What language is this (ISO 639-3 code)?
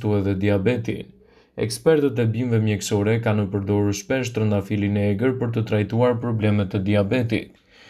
sqi